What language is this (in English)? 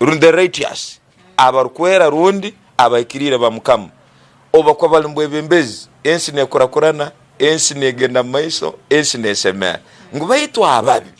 Tooro